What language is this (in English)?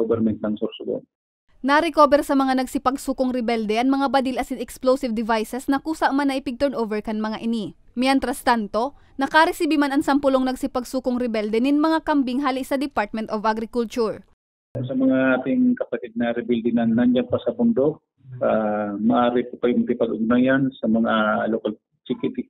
Bikol